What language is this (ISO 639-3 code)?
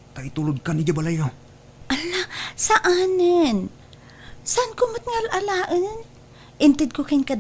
ilo